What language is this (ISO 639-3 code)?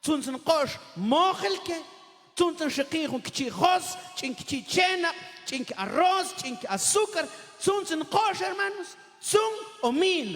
mam